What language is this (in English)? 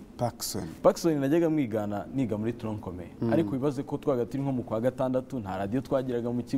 Kinyarwanda